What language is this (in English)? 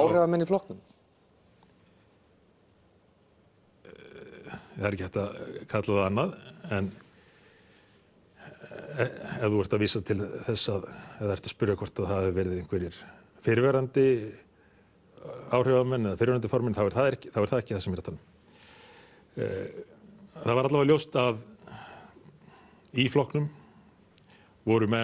Icelandic